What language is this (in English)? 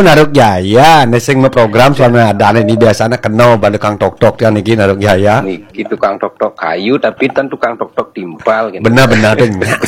Balinese